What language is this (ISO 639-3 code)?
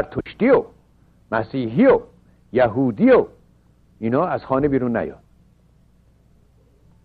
fas